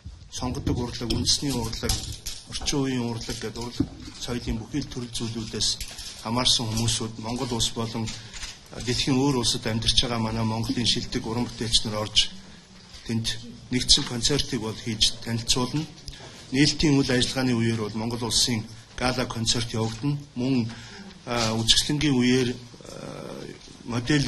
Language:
Mongolian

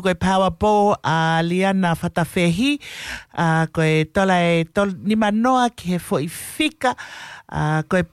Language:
Tongan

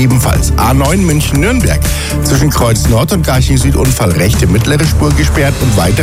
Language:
German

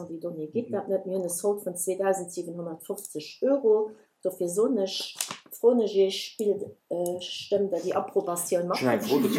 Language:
Luxembourgish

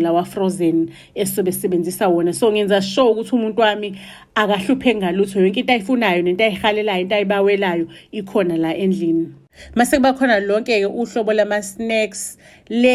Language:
Zulu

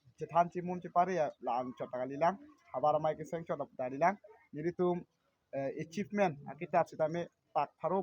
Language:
Karbi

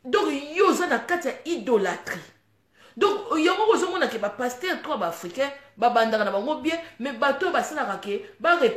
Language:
Lingala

